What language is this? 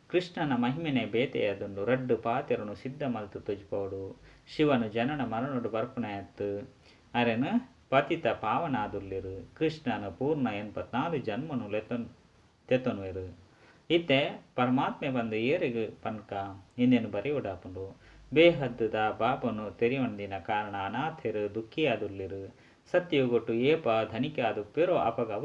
Tulu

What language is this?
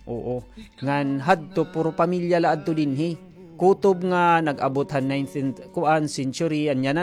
Waray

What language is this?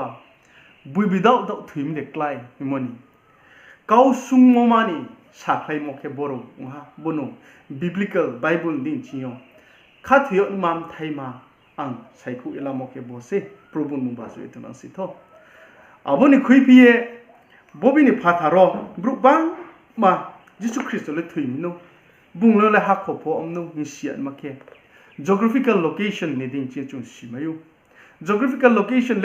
Riang (India)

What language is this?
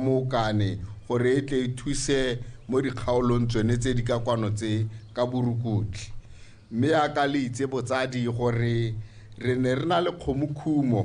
Tswana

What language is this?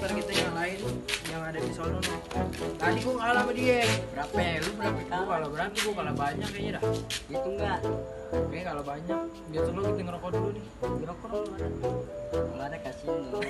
Betawi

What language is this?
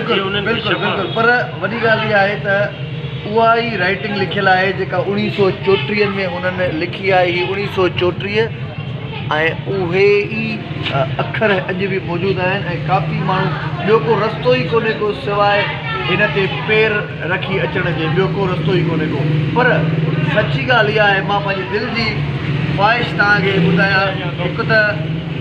Sindhi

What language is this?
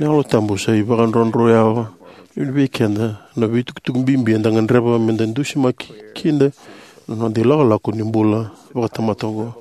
Fijian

